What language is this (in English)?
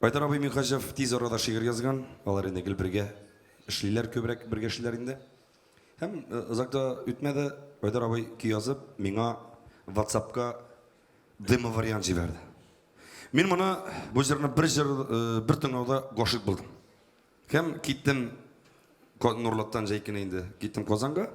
Tatar